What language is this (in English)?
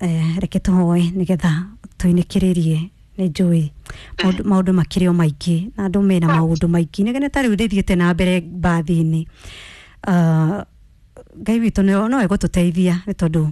Kikuyu